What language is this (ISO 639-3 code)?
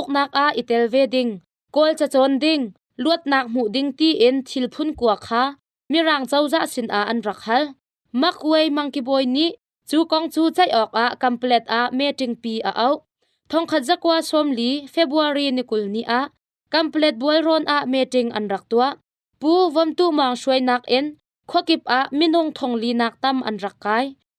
cnh